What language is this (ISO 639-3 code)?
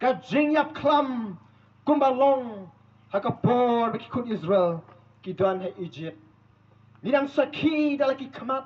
kha